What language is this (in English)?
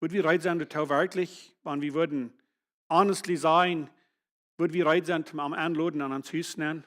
Plautdietsch